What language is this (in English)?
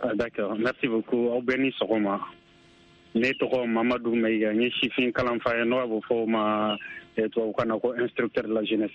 Bambara